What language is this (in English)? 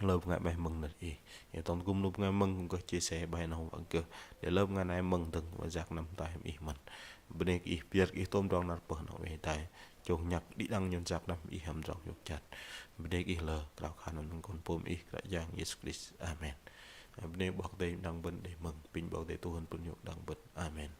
Bahnar